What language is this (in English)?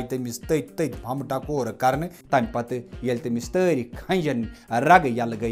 Kashmiri